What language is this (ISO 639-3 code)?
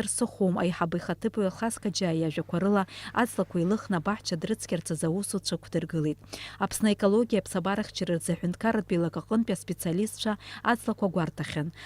abk